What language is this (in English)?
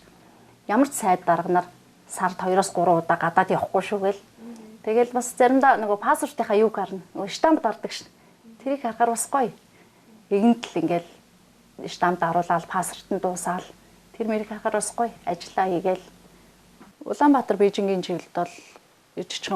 Mongolian